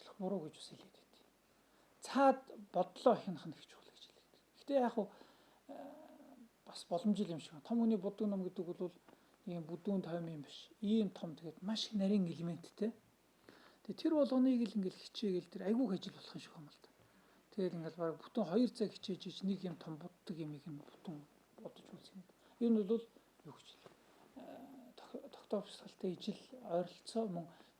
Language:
Mongolian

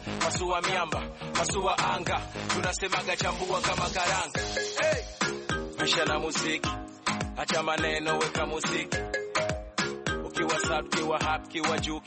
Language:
Swahili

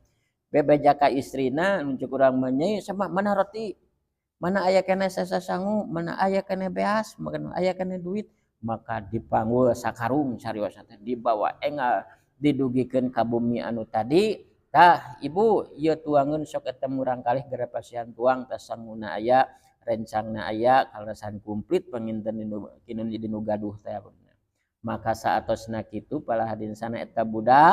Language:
Sundanese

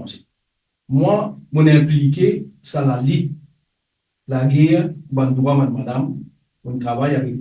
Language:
Morisyen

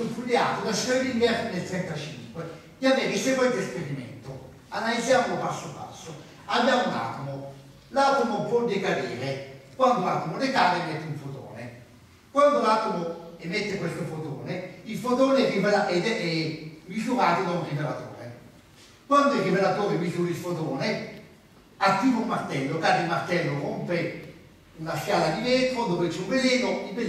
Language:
Italian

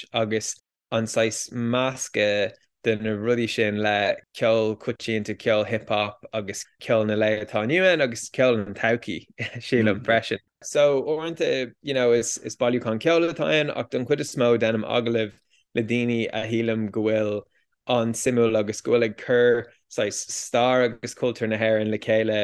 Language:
Irish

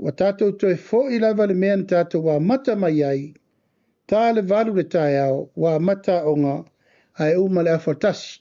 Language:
Samoan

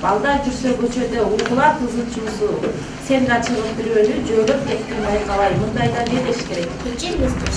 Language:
Kyrgyz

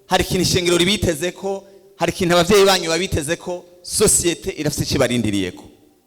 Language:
Rundi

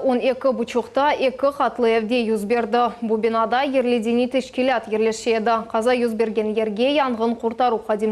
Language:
Crimean Tatar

